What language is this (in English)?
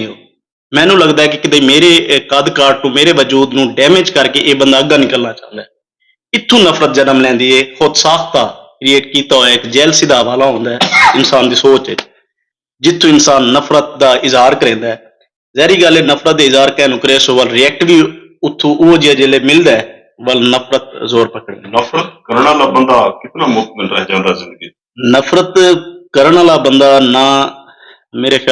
Saraiki